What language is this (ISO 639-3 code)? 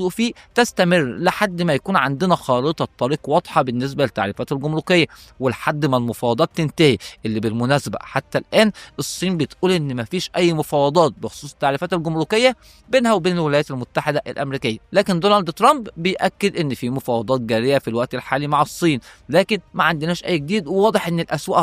arz